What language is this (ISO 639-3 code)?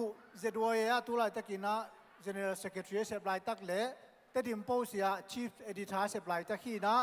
ctd